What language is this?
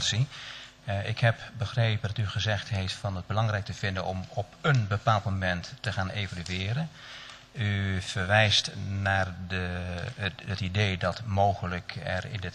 Dutch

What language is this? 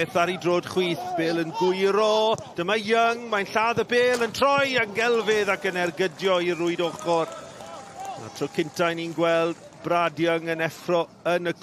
Welsh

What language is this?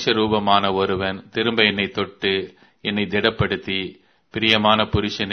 Tamil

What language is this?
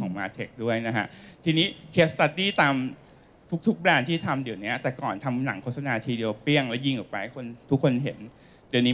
Thai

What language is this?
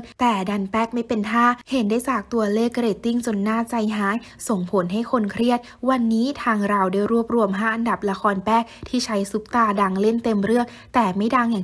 Thai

